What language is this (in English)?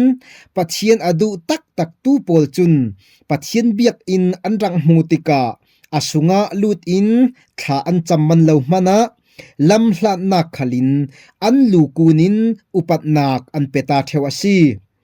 Falam Chin